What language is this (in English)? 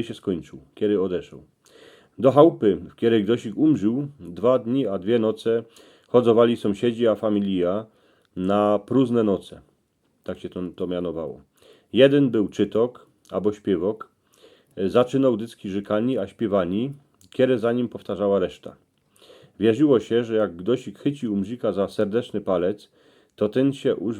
Silesian